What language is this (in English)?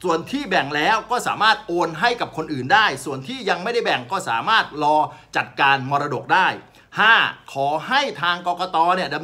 Thai